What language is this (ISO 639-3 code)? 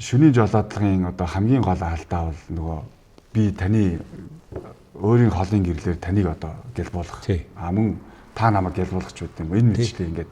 mon